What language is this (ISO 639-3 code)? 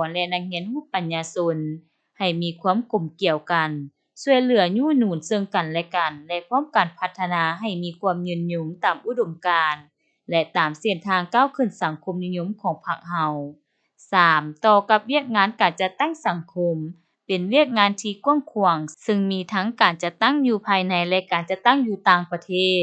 lao